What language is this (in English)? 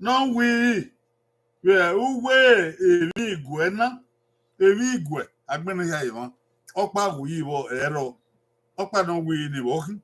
Bini